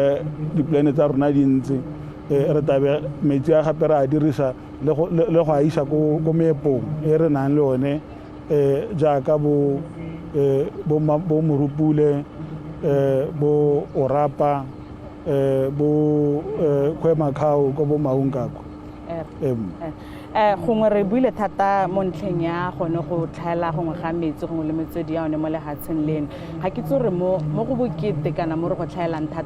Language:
Tswana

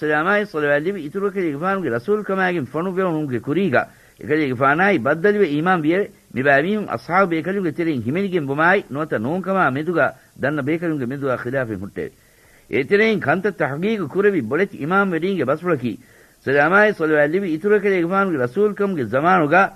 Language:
Divehi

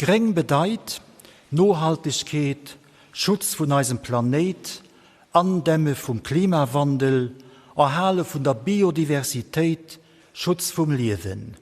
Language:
Luxembourgish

